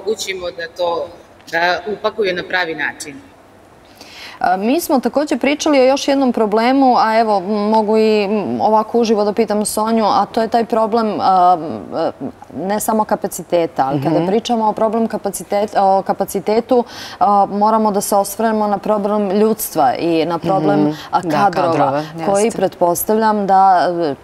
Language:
Serbian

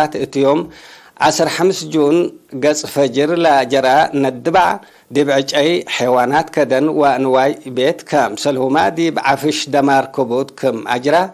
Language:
Tigre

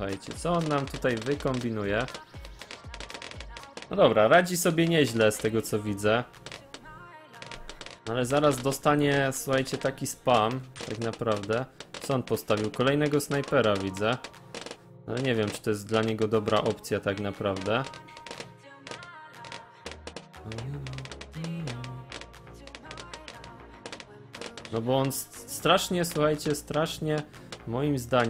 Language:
Polish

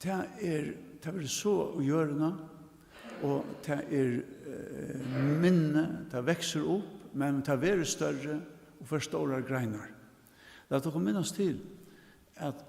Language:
Faroese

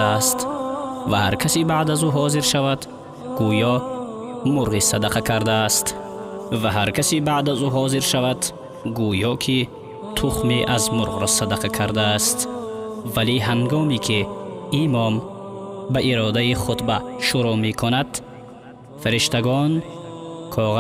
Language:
Tajik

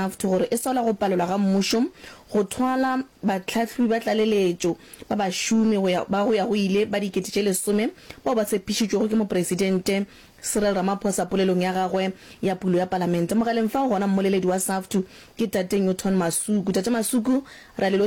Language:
Northern Sotho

